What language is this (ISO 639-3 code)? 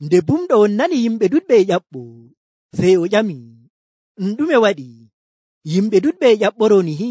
fuv